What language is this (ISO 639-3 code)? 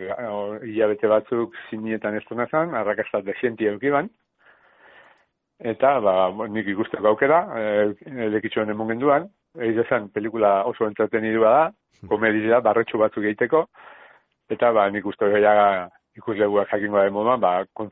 eus